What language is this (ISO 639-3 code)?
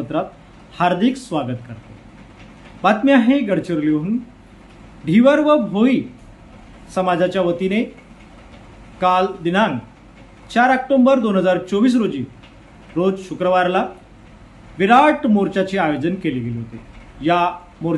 mar